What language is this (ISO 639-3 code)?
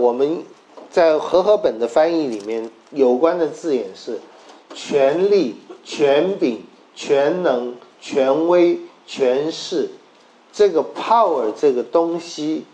zho